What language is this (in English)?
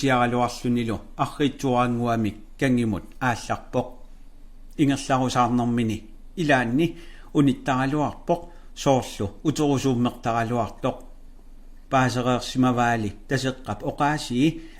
Kalaallisut